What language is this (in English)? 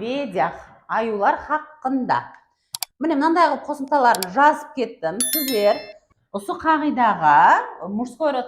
Kara-Kalpak